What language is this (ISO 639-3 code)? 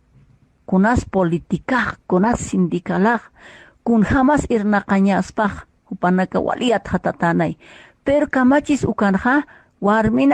aym